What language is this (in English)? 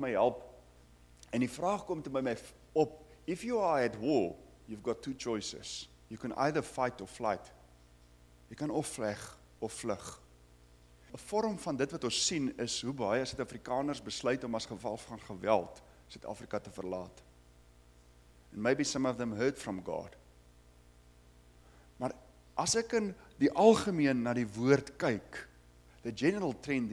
Afrikaans